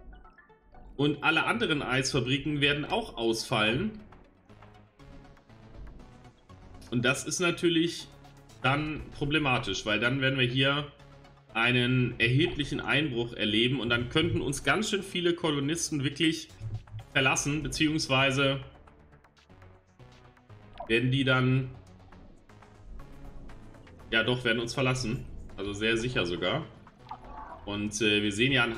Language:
German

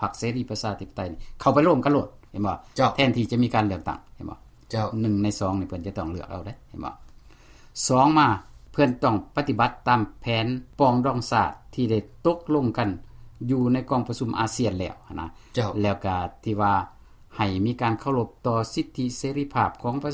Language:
Lao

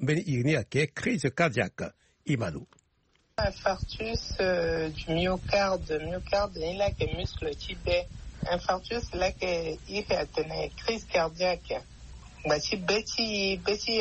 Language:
Sango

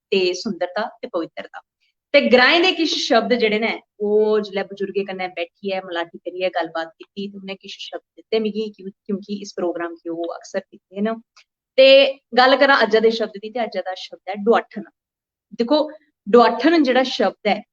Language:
Dogri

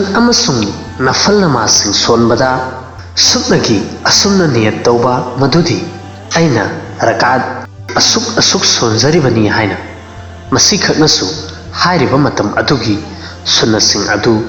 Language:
Manipuri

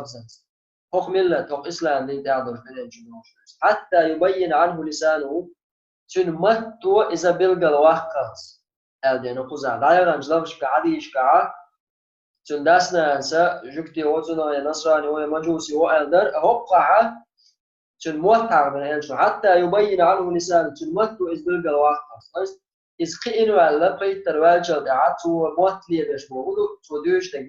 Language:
Chechen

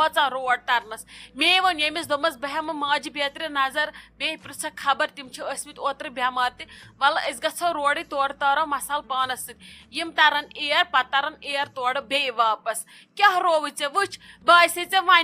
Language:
Kashmiri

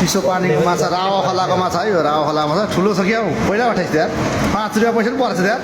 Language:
Nepali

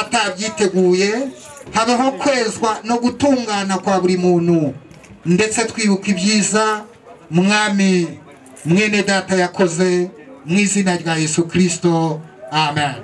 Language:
Kinyarwanda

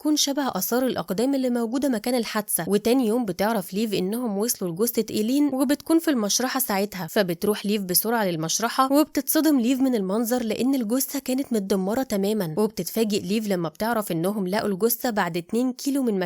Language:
Egyptian Arabic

